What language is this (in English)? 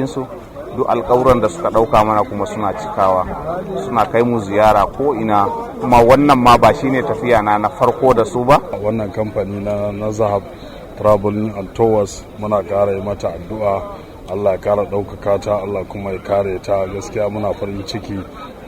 Hausa